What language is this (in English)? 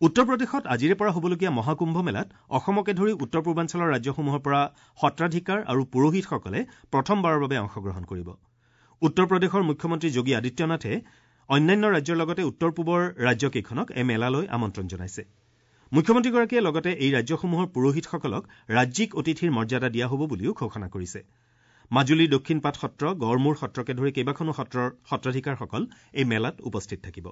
Assamese